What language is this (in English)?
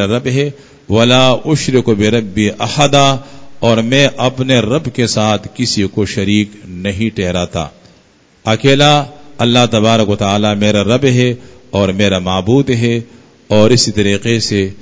Urdu